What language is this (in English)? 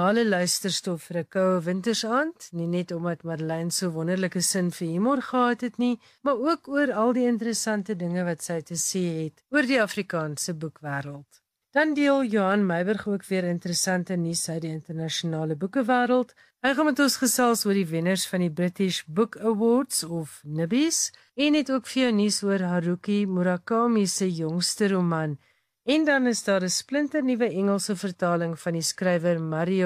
Afrikaans